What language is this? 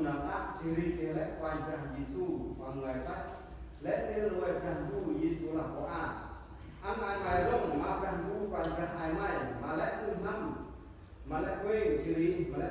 Central Mnong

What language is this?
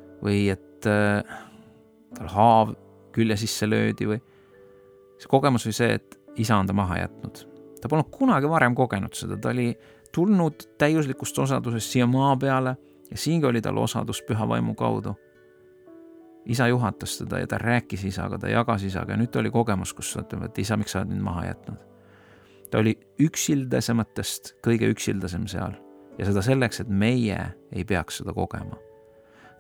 Estonian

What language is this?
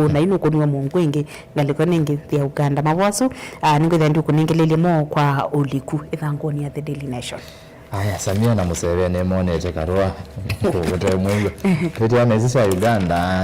Kamba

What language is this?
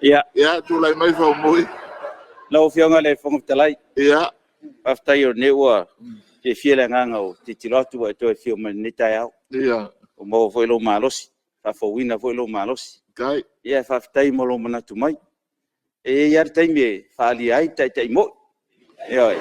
Samoan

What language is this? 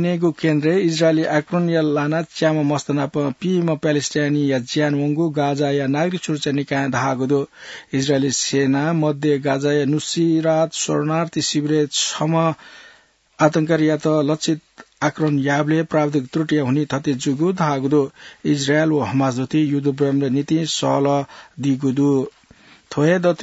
Newari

